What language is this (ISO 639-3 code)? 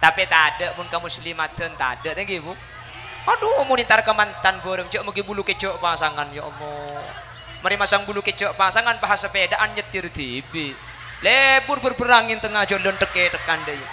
mad